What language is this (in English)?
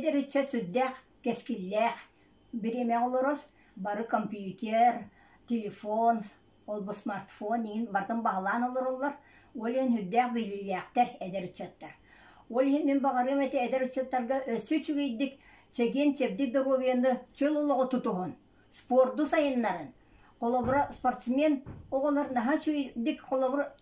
Yakut